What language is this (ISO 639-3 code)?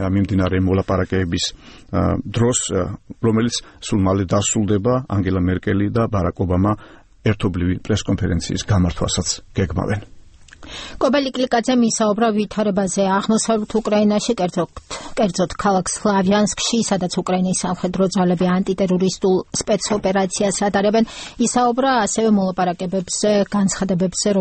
kat